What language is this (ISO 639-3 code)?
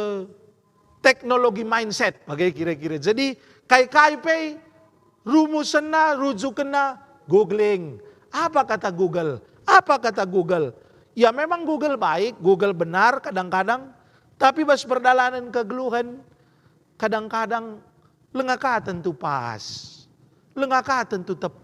btx